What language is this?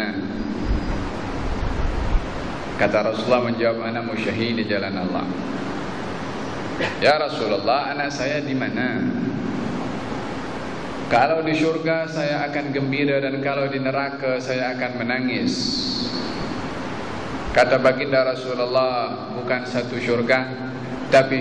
Malay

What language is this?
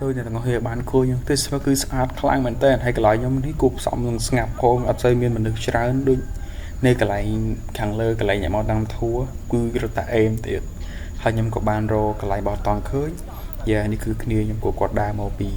Khmer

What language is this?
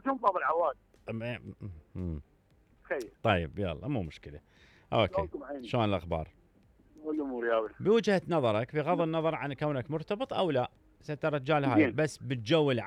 Mesopotamian Arabic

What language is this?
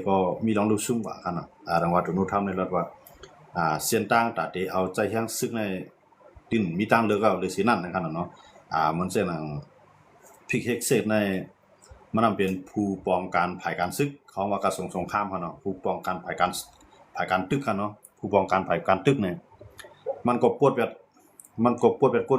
Shan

